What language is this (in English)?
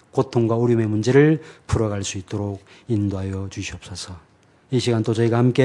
Korean